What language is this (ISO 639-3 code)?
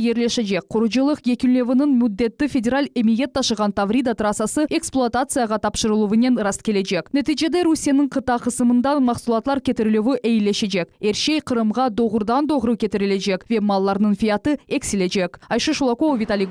crh